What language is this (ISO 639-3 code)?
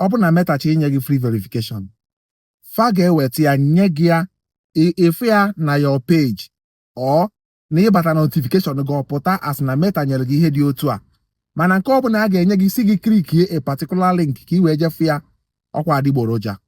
ibo